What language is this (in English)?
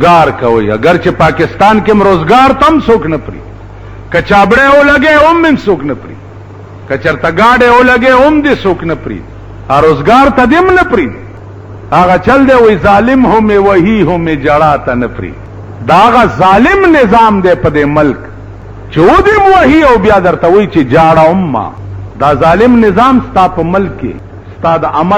Pashto